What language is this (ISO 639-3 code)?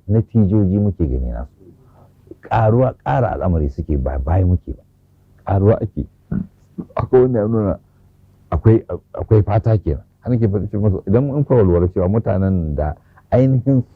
hau